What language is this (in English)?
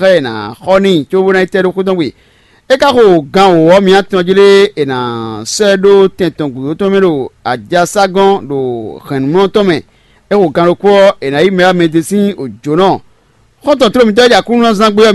Fon